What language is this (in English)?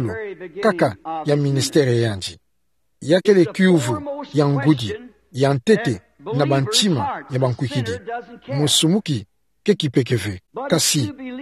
Kituba (Democratic Republic of Congo)